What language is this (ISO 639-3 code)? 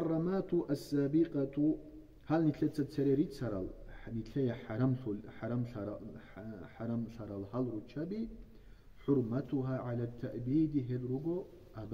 ava